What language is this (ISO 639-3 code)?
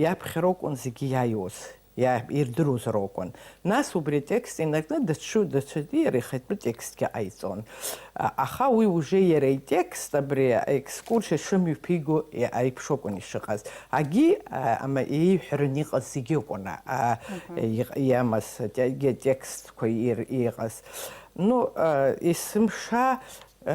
abk